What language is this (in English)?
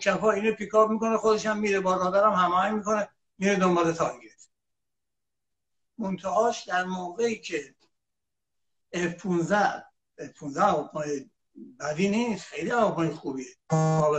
Persian